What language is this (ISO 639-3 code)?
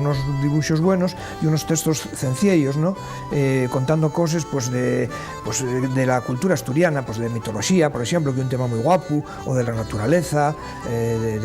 ast